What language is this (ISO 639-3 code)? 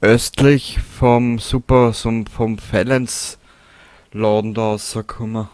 bar